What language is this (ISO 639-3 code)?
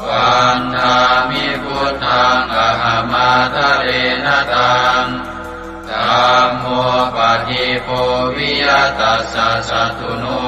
pli